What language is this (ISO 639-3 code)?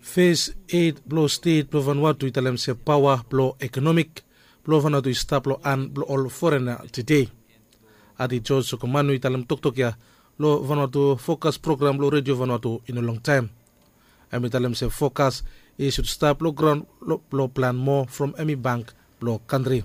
bis